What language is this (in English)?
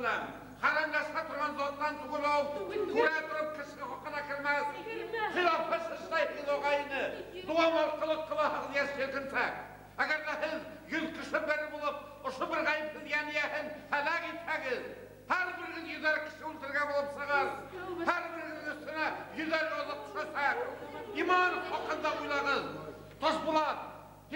Bashkir